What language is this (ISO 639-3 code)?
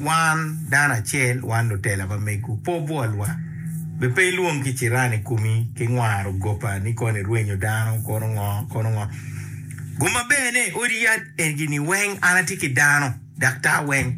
ach